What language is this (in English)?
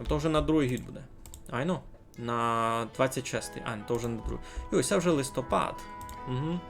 Rusyn